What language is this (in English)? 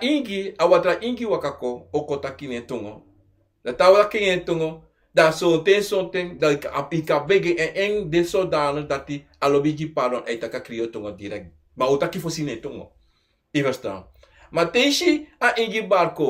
Sranan Tongo